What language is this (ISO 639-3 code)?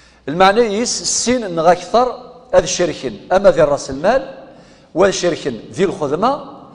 kab